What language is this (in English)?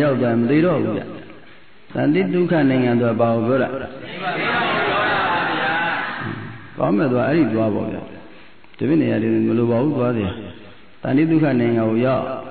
Burmese